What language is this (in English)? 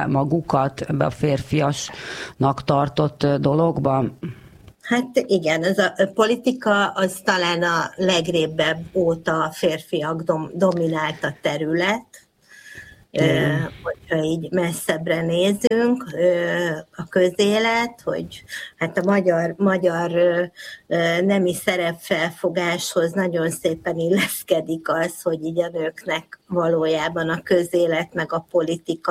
Hungarian